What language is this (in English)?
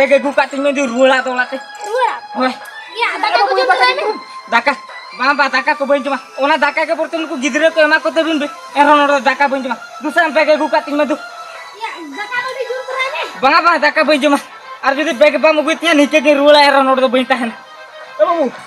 Santali